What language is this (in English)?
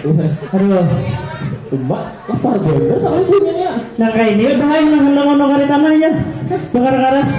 Banjar